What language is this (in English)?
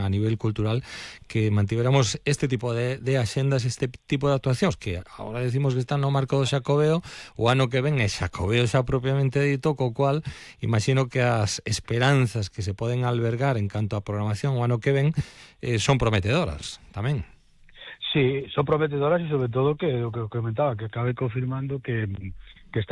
Galician